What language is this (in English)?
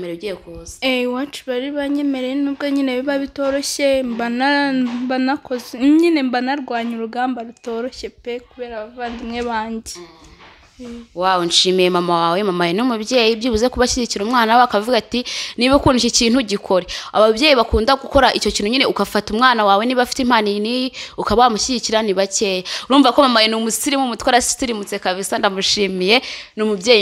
Kinyarwanda